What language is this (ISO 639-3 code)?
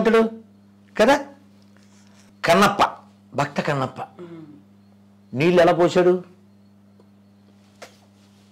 tel